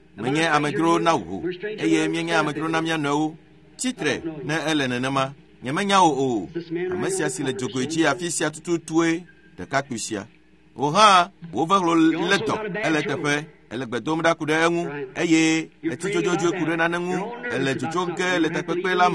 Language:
Ewe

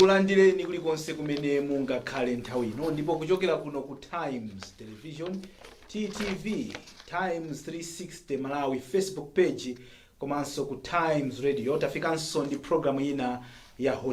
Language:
Nyanja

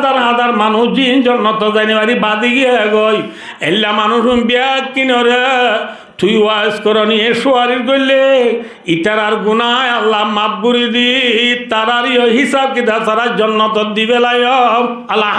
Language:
Rohingya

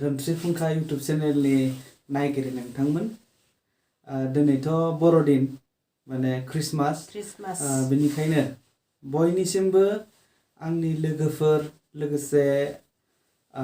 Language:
Bodo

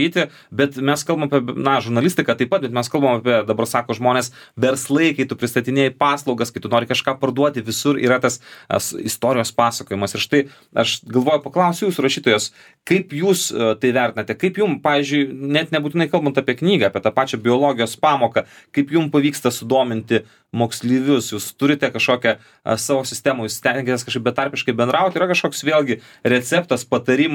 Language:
Lithuanian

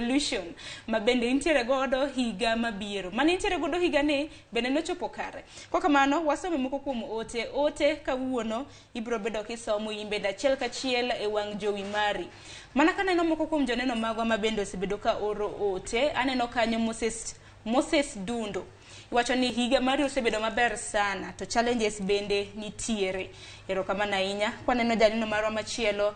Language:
Luo (Kenya and Tanzania)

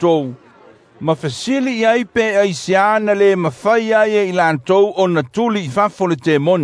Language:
Samoan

